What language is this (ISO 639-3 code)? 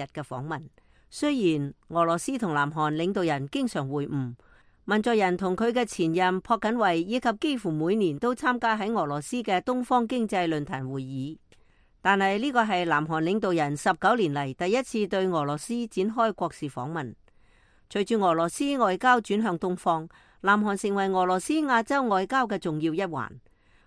yue